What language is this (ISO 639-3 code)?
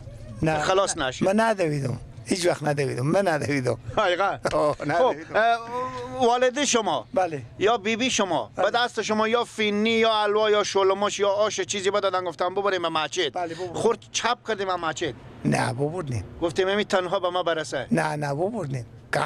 fas